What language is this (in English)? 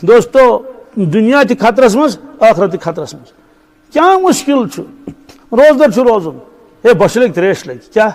Kashmiri